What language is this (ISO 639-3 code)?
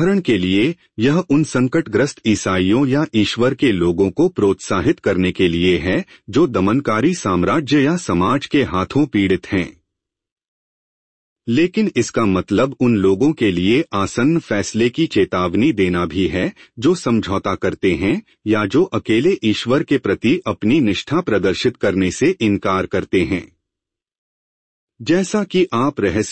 hin